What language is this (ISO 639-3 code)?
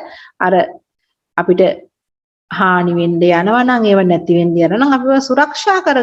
sin